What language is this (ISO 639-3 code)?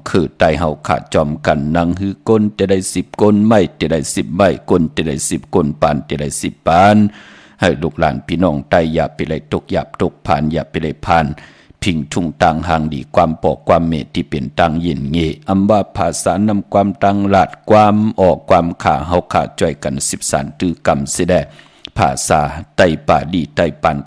shn